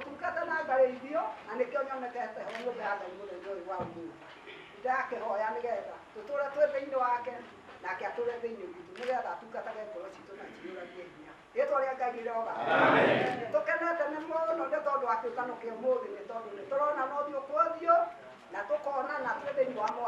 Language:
Kikuyu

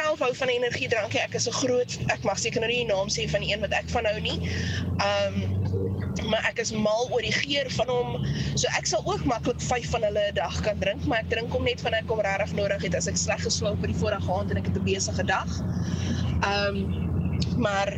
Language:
Afrikaans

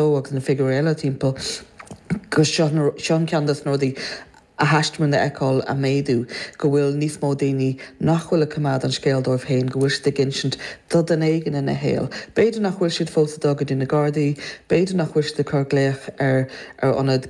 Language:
Irish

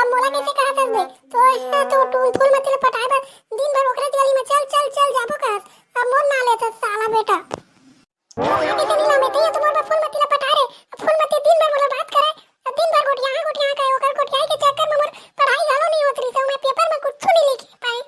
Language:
Chhattisgarhi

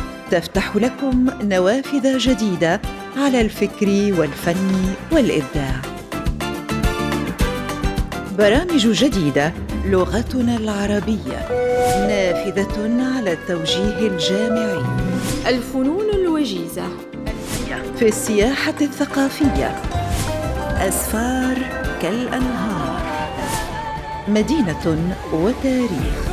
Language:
Tunisian Arabic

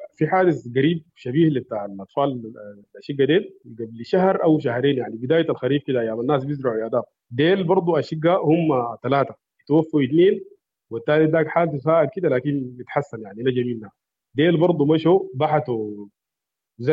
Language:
Sudanese Arabic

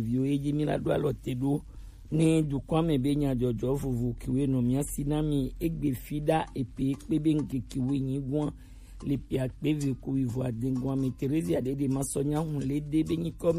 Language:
Gen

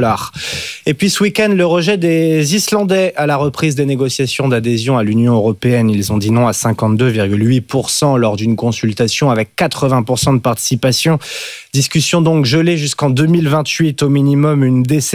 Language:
French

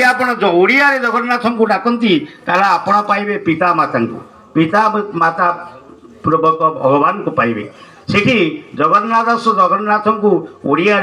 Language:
Odia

